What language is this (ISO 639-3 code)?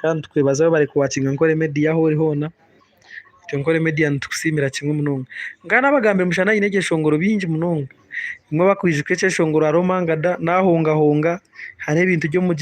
nyn